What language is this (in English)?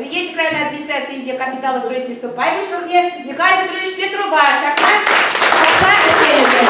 Chuvash